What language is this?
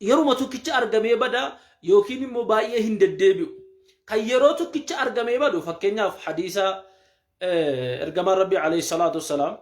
Oromo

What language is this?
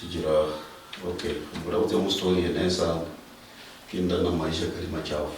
Luyia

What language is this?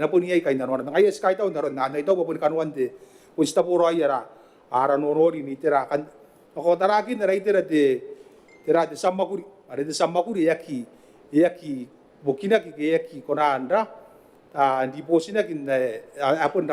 Gilbertese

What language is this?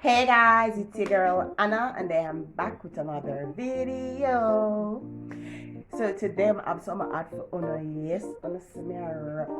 Jamaican Creole English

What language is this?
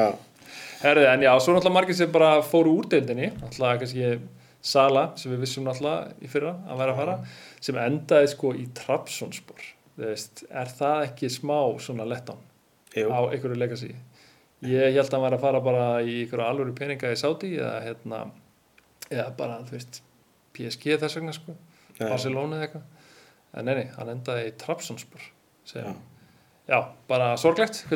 Icelandic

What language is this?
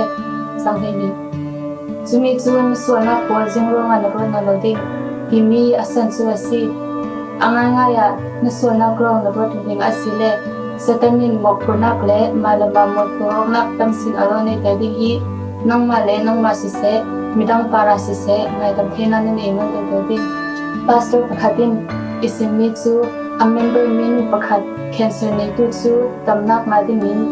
Falam Chin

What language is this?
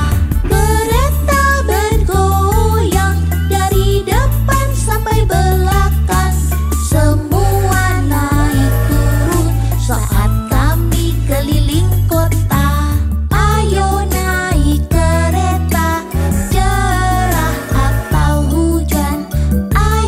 Indonesian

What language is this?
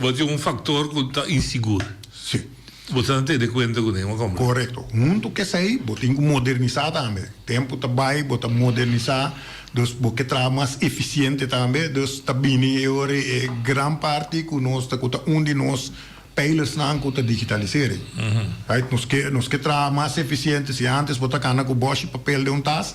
Papiamento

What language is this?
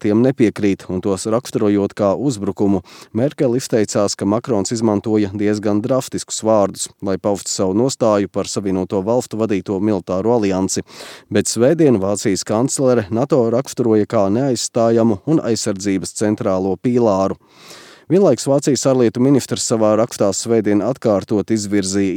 Latvian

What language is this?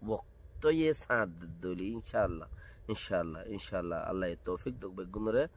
Rohingya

